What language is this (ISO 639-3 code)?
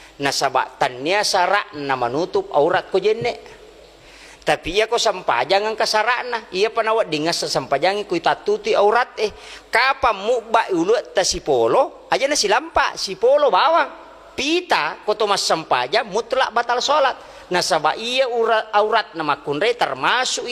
bug